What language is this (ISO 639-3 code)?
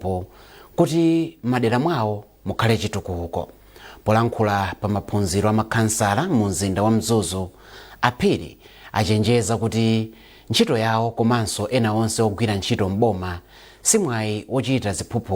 nya